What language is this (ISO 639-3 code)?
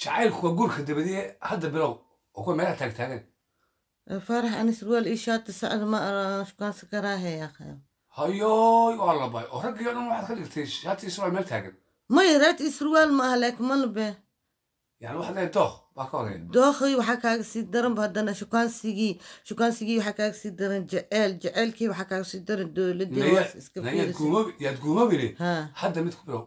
som